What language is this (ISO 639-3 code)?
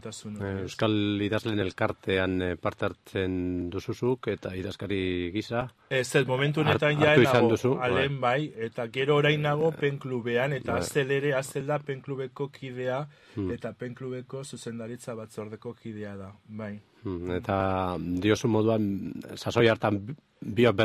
eus